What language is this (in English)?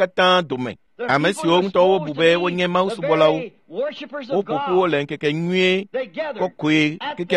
Ewe